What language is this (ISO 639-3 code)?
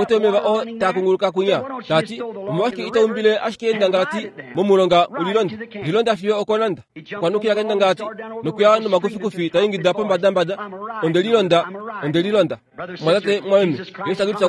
kua